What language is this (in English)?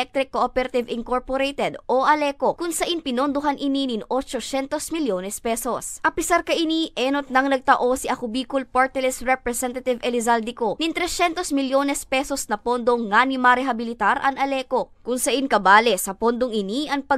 Bikol